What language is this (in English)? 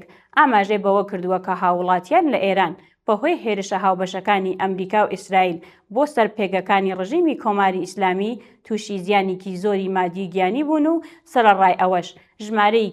Central Kurdish